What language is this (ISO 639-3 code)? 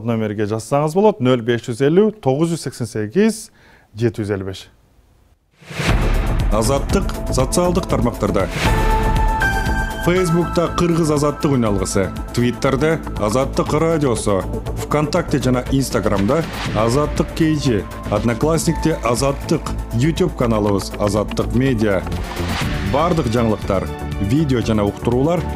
kir